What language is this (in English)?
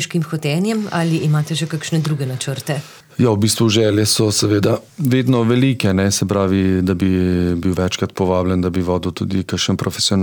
Slovenian